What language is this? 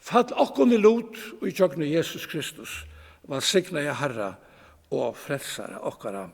Faroese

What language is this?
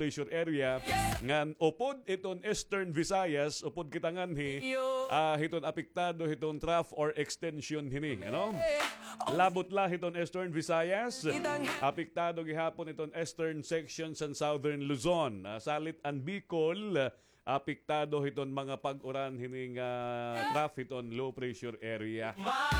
Waray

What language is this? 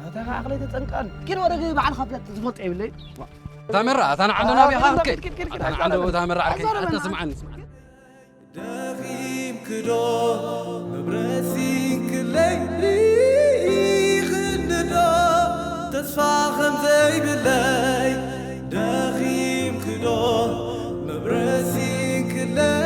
Tigrinya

